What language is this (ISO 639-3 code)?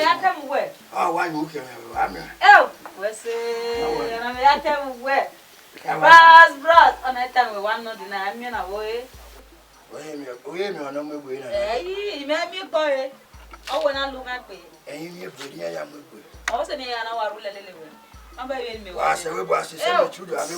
bin